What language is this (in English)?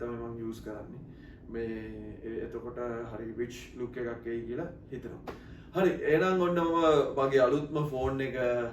Sinhala